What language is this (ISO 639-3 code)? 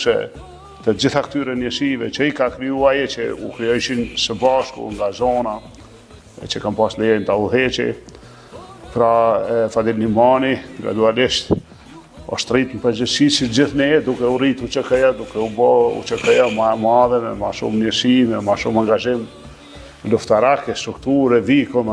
sqi